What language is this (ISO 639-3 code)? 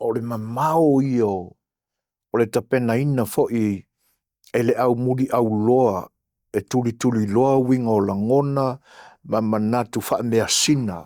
smo